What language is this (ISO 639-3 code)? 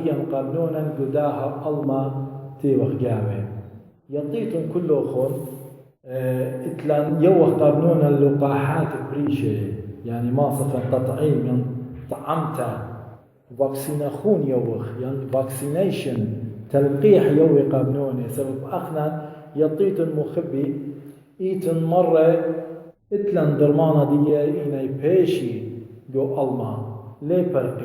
aii